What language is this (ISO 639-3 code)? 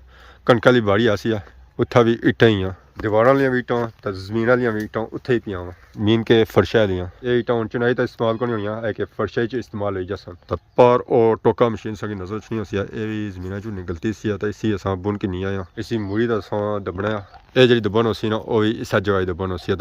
phr